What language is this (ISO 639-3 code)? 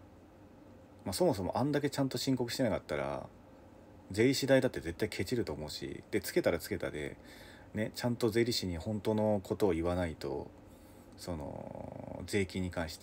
jpn